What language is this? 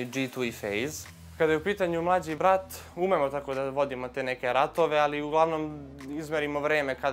Serbian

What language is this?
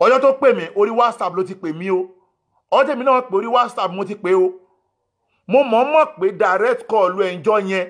Yoruba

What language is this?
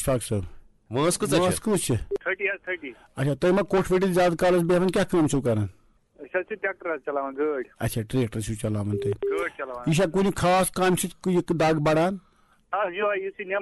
Kashmiri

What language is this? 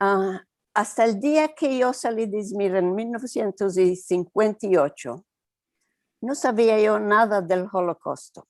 Ladino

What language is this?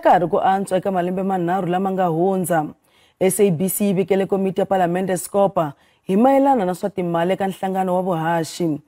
Tsonga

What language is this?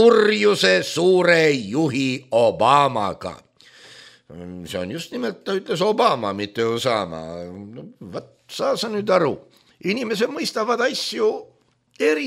Estonian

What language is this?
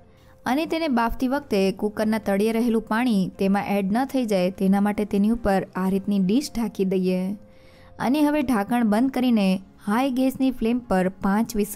Gujarati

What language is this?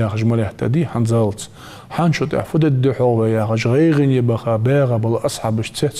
Ingush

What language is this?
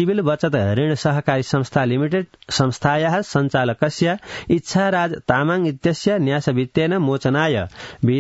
Sanskrit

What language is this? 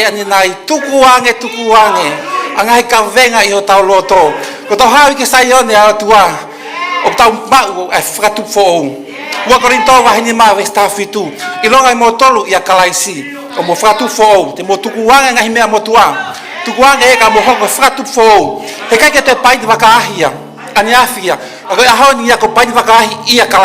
Tongan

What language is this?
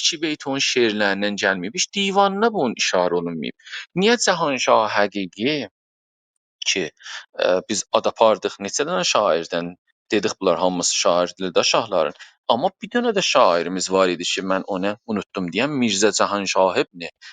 South Azerbaijani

